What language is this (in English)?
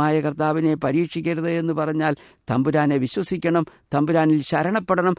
Malayalam